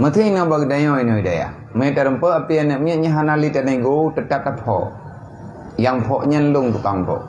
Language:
Achinese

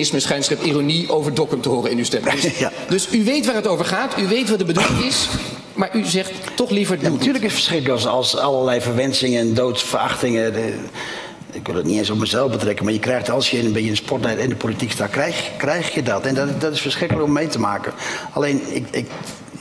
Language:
Dutch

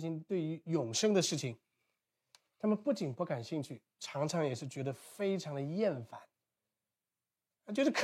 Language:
Chinese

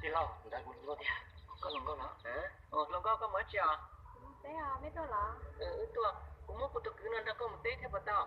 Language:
Hmong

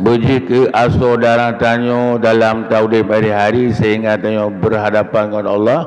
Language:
Achinese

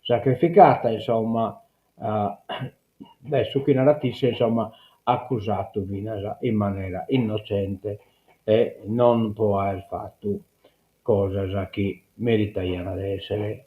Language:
Sardinian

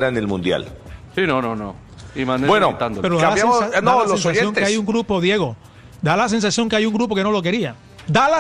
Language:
Spanish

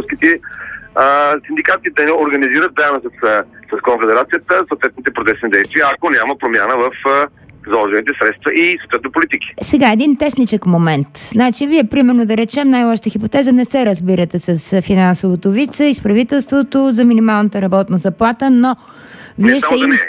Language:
Bulgarian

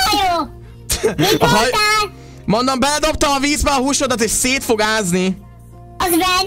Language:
Hungarian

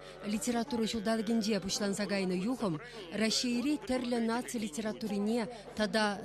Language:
Chuvash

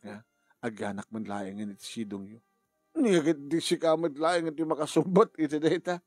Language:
Iloko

